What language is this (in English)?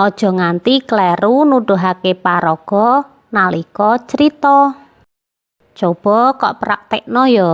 Javanese